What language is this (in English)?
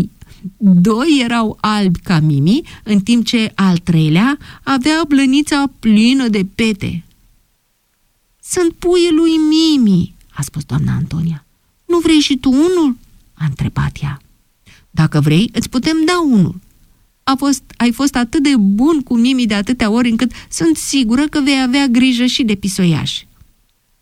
Romanian